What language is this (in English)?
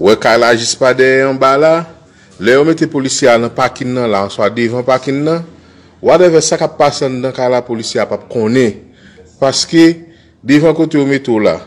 Haitian Creole